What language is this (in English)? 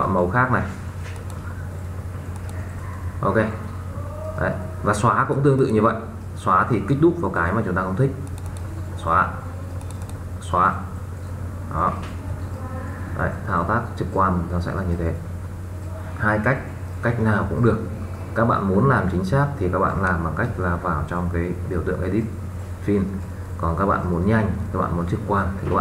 Vietnamese